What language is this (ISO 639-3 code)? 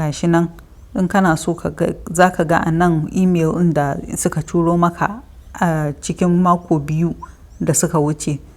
hau